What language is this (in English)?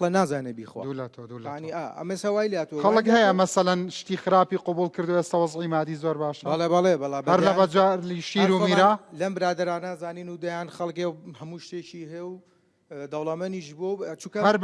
Central Kurdish